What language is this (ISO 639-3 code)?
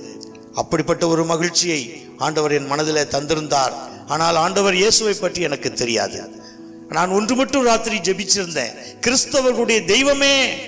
tam